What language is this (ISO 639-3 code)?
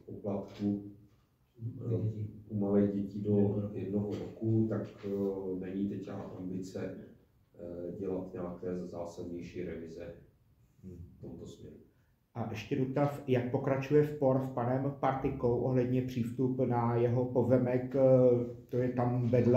ces